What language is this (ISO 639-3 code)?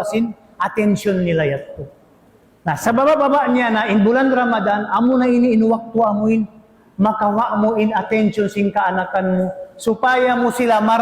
tsg